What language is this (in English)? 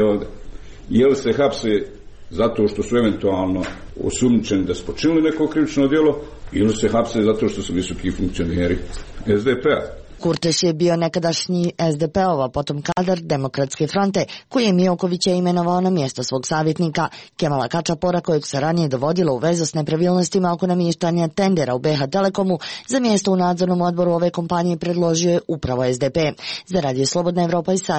Serbian